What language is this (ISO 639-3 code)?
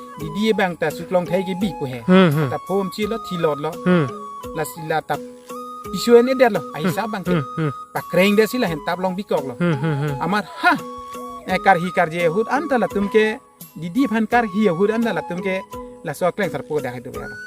mjw